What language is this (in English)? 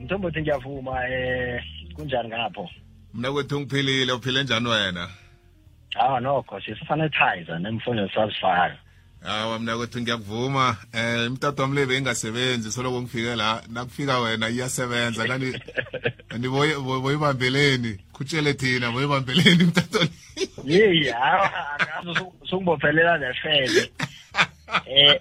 South Ndebele